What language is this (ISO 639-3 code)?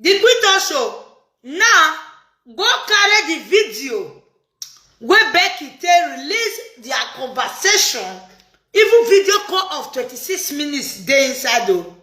pcm